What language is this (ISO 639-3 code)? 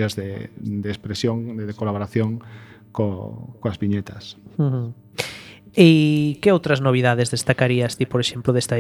glg